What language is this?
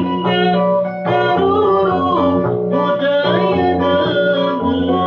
Sundanese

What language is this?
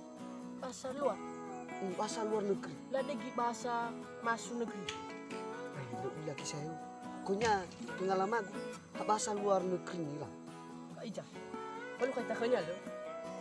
Nias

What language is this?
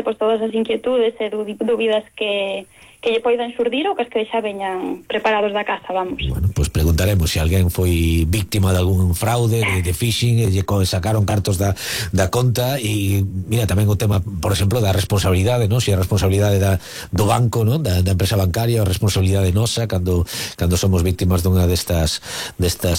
Galician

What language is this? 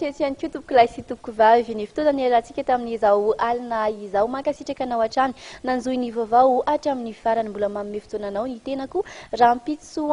Malagasy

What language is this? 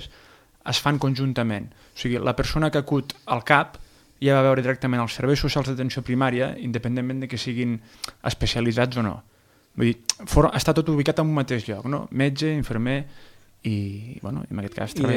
Catalan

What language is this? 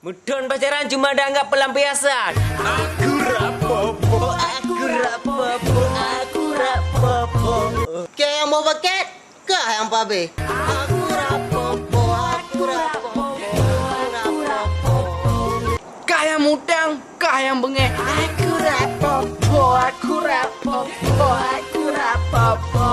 Achinese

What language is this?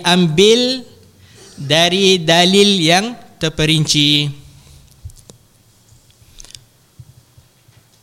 Malay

